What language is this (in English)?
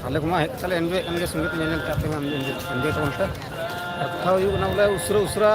Santali